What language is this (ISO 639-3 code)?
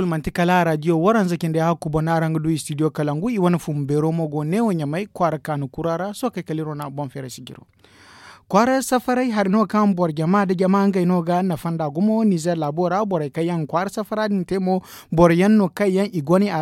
dje